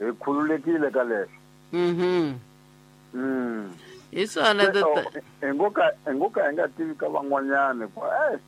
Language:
Tsonga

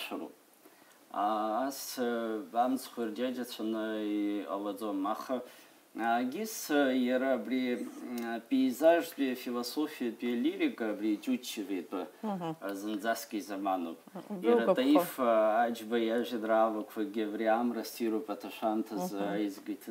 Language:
Abkhazian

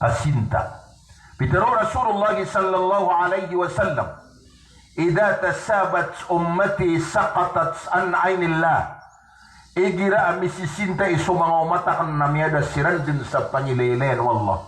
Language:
Maranao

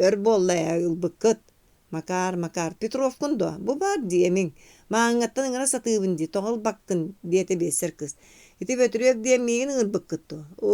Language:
Yakut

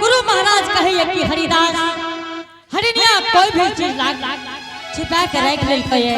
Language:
Angika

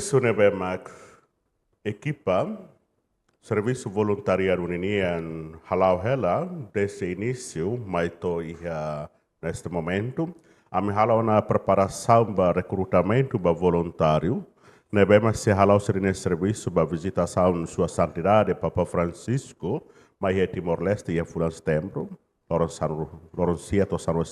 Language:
Tetum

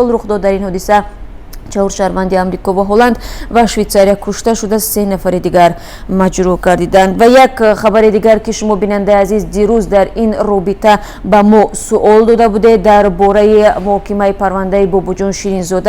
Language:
Tajik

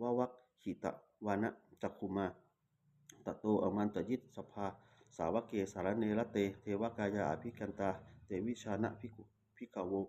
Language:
Pali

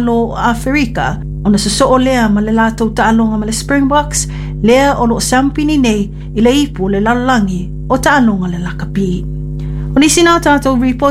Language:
Samoan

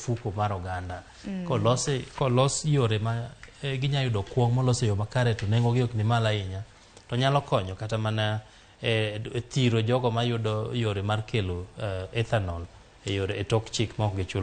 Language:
Luo (Kenya and Tanzania)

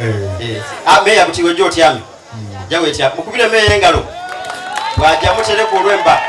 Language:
Soga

